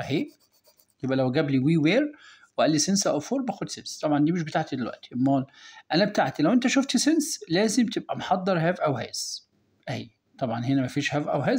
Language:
Egyptian Arabic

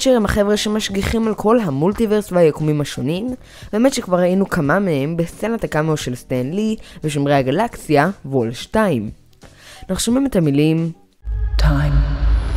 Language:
Hebrew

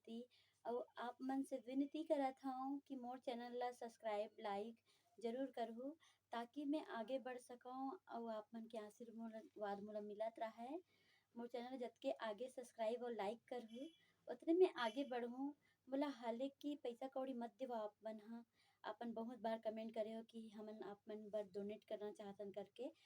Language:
Chhattisgarhi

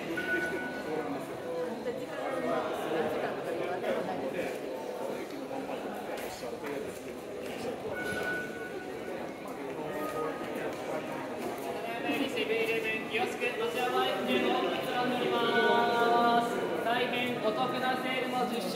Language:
Japanese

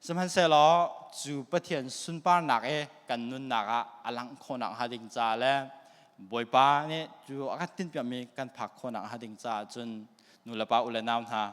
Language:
Hakha Chin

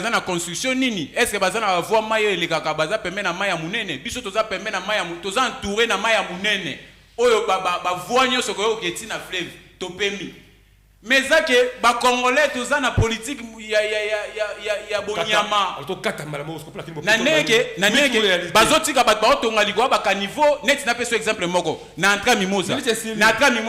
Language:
Lingala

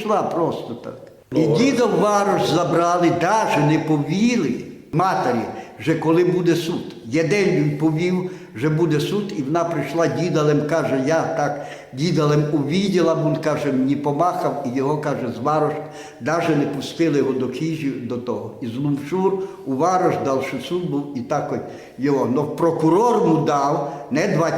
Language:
Rusyn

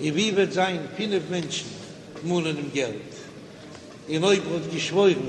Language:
Yiddish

